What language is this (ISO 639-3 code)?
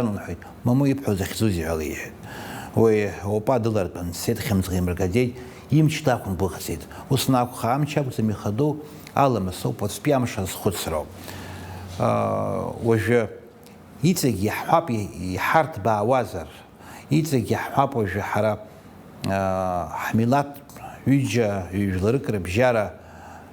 abk